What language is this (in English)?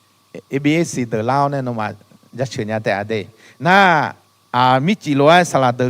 Akha